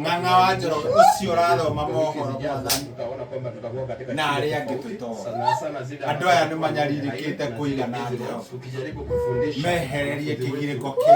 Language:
Kikuyu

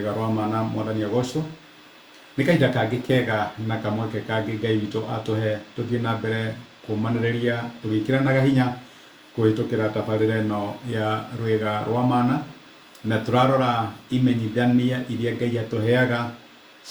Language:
Kikuyu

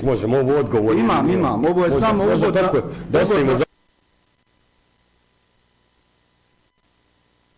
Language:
Bosnian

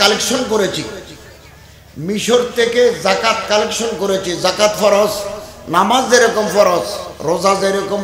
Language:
Bangla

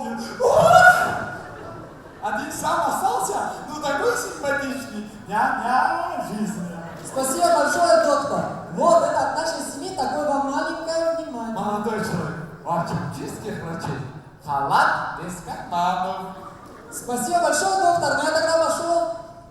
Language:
Abkhazian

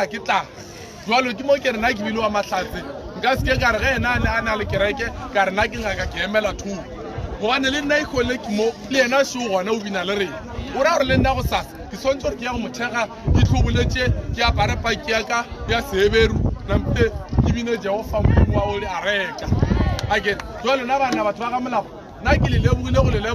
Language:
Northern Sotho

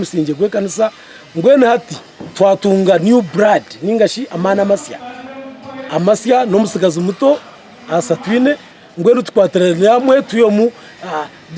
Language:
Nyankole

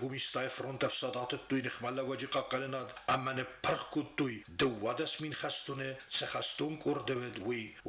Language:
Ossetic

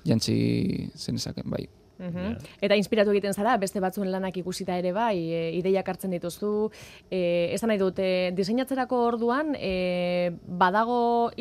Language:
Basque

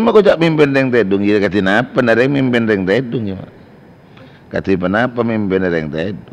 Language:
Madurese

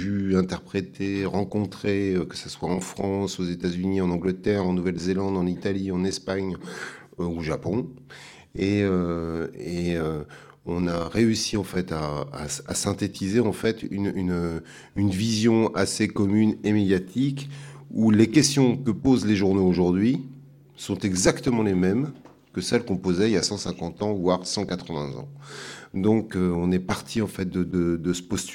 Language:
French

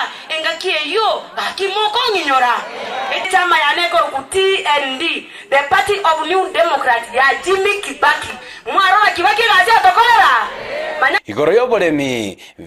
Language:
Gusii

